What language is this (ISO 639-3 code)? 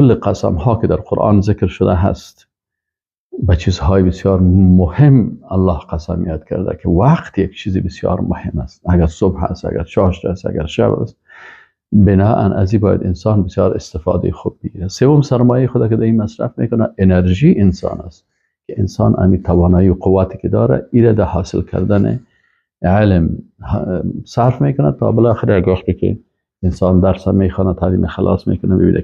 fas